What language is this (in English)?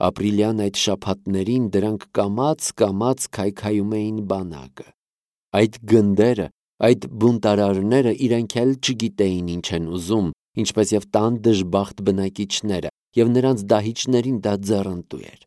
Armenian